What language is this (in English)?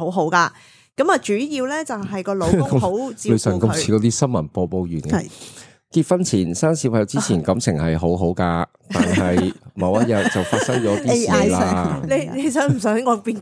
Cantonese